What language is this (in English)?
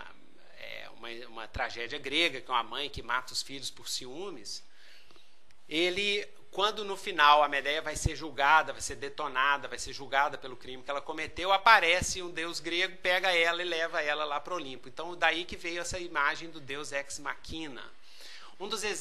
Portuguese